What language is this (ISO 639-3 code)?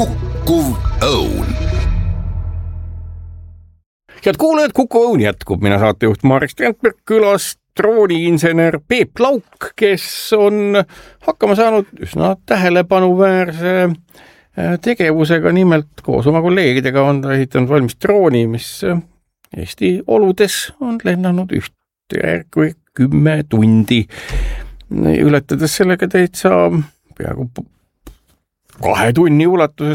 est